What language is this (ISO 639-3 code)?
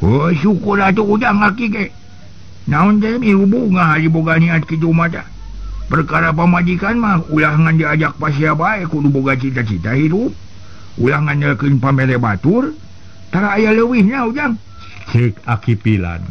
sun